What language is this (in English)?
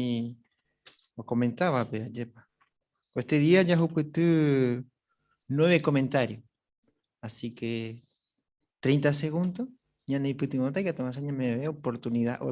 Guarani